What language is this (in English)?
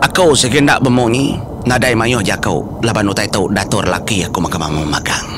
Iban